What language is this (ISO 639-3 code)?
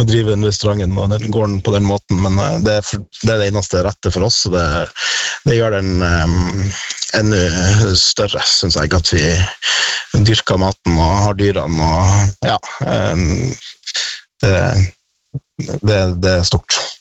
nor